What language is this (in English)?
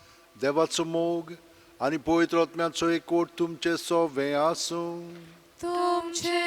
Konkani